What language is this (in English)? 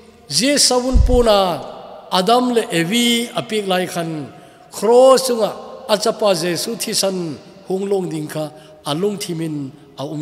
Thado Chin